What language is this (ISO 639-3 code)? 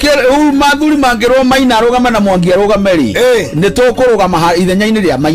kik